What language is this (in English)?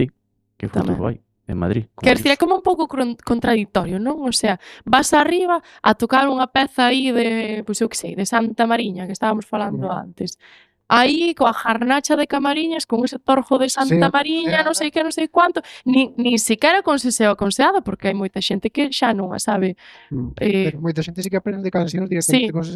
Galician